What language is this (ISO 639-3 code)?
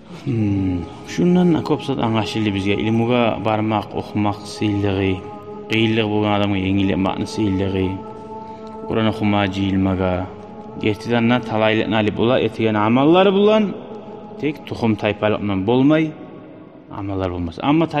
kum